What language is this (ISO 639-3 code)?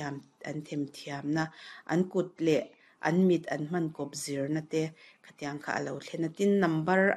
lus